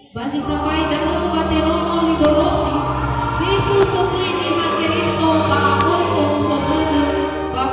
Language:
Nias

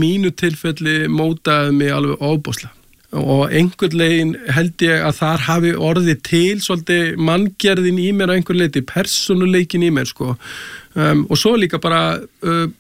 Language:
Icelandic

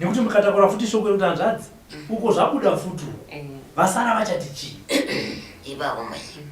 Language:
Shona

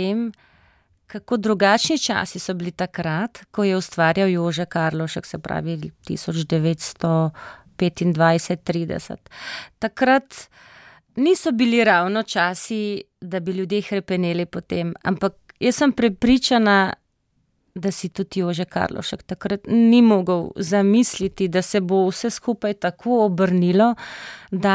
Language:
Slovenian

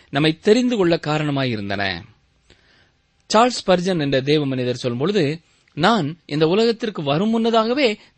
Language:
Tamil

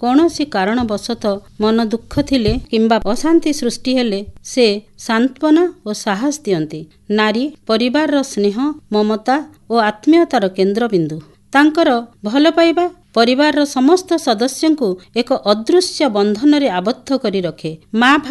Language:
Odia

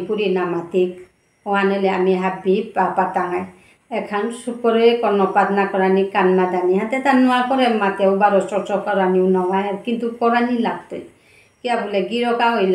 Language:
Bishnupriya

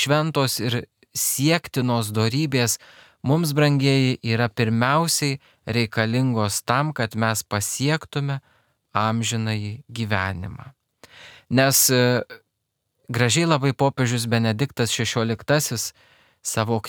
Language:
Lithuanian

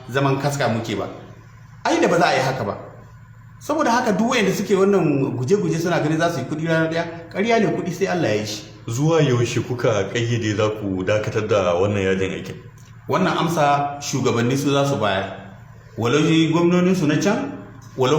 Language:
Hausa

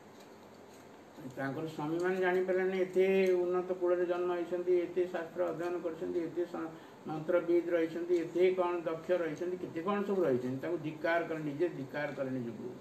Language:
Odia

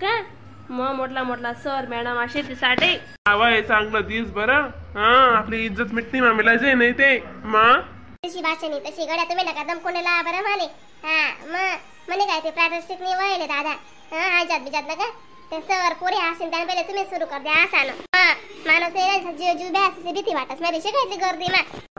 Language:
Khandesi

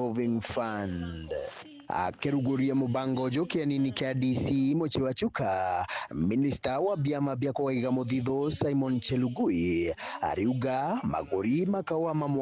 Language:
Meru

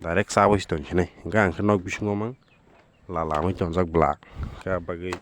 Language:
Kok Borok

